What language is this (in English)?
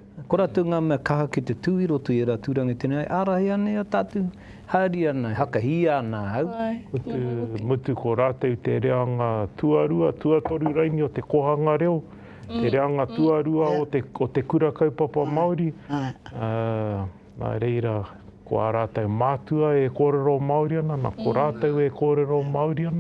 Māori